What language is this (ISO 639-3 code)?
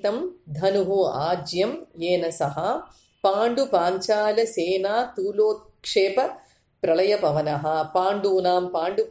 san